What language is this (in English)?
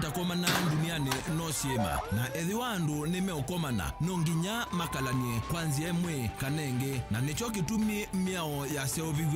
Kamba